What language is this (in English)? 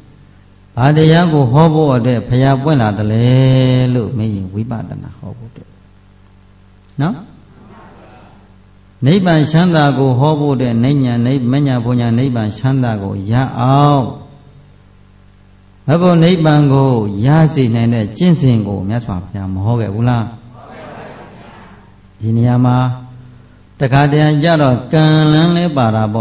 Burmese